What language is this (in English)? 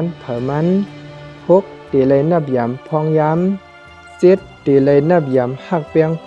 Shan